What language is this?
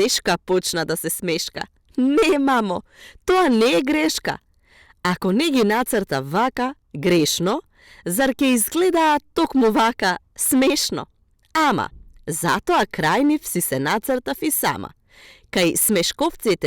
Macedonian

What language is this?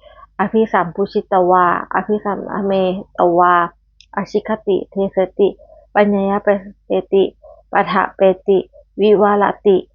Pali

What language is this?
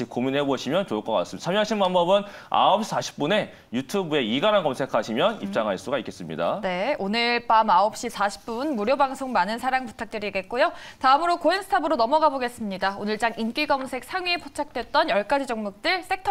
Korean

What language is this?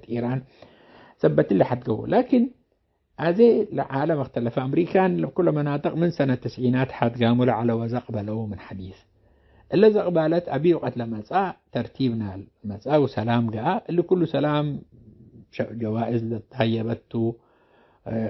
Tigre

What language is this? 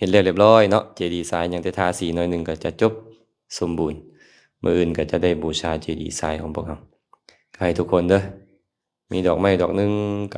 Lao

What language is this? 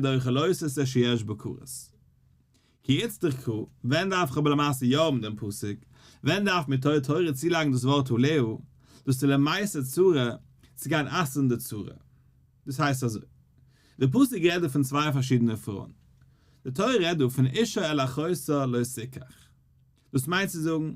Yiddish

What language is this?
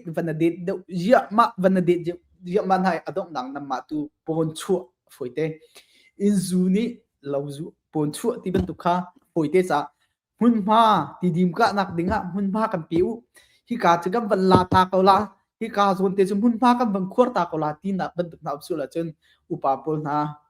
Hakha Chin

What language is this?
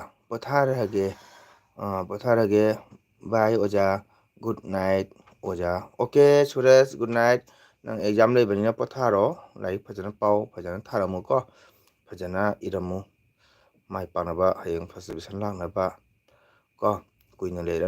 Manipuri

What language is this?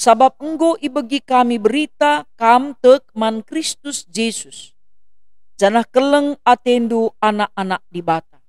Batak Karo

